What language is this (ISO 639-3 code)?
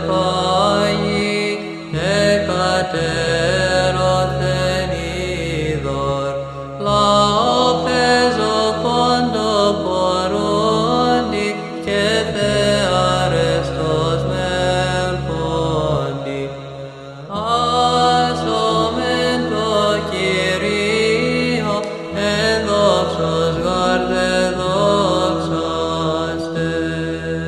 ell